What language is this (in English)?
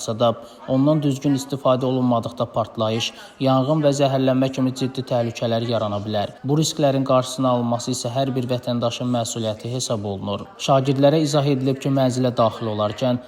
Azerbaijani